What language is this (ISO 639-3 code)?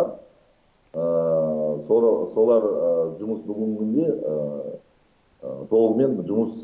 kaz